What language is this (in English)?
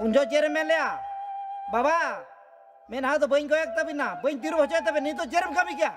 Santali